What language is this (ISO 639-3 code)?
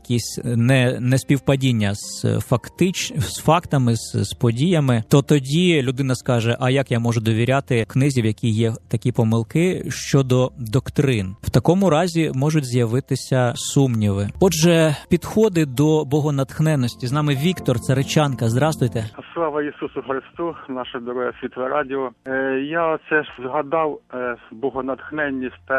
ukr